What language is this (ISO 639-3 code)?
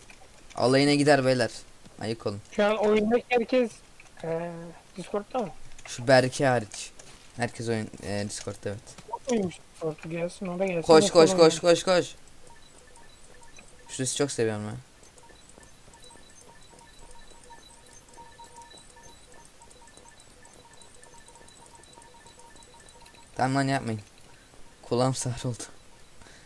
tur